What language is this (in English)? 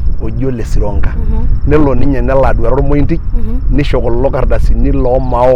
Masai